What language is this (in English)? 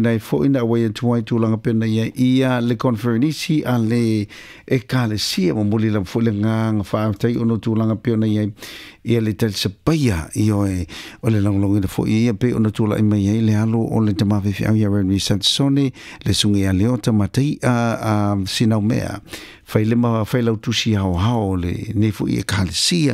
Samoan